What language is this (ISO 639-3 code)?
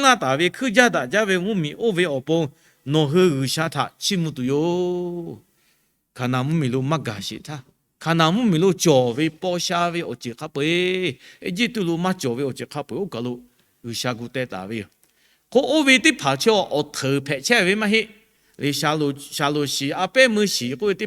lhu